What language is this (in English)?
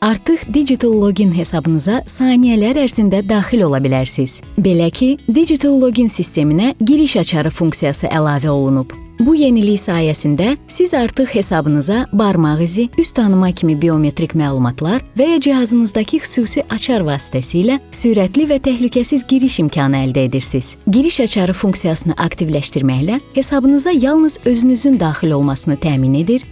Azerbaijani